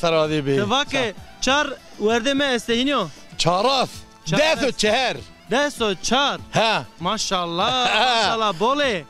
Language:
Zaza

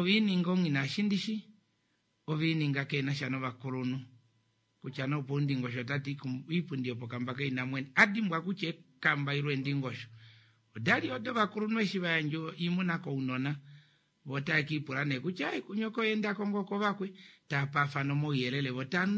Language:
Kuanyama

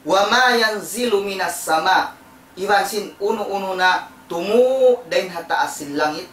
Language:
Tausug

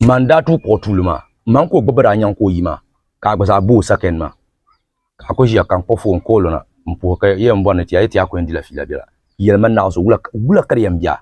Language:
Dagbani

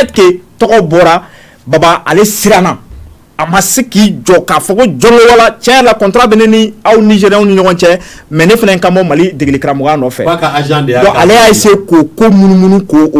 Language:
Bambara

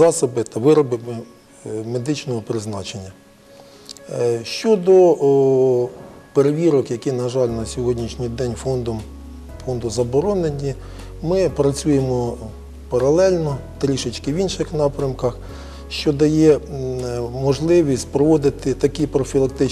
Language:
Ukrainian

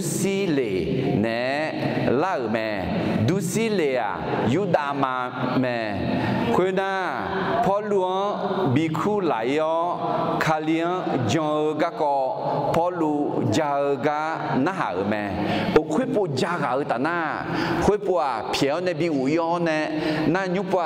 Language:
Akha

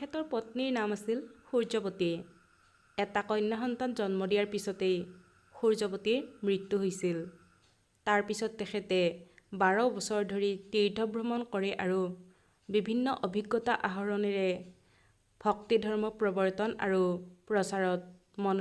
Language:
Assamese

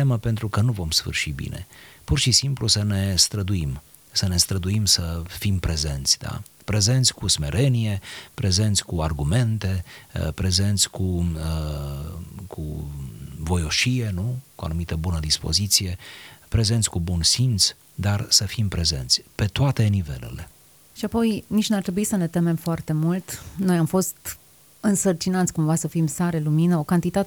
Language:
Romanian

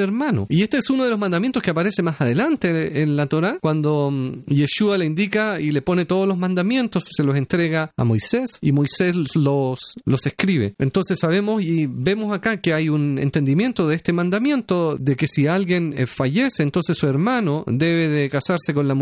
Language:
Spanish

